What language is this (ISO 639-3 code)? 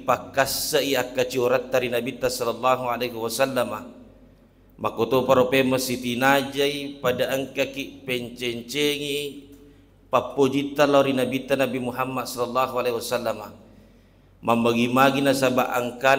bug